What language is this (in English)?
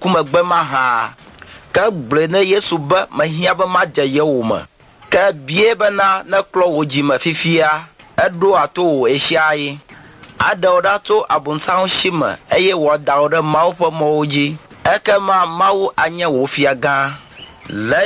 Ewe